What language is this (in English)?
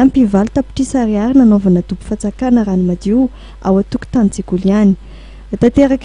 Malagasy